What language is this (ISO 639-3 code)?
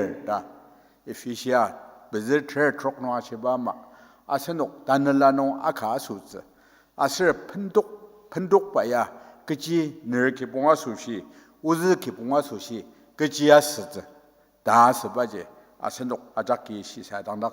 njo